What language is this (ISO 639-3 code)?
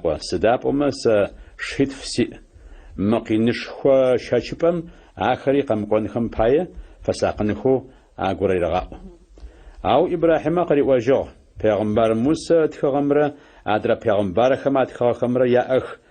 ady